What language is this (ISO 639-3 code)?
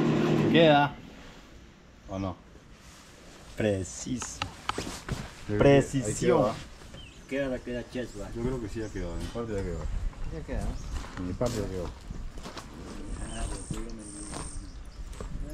spa